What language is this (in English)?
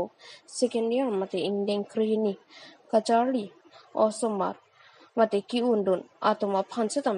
Karbi